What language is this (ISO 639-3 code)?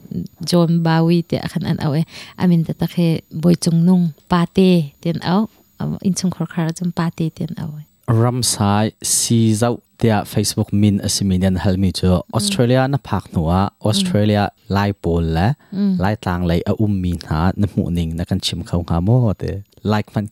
cnh